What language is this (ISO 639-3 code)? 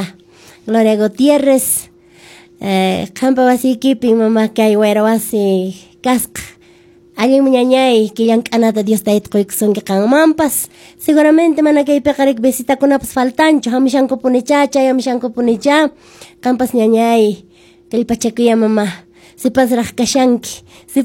que